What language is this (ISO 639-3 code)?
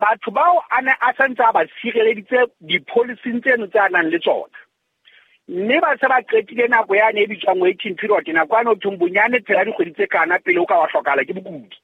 sot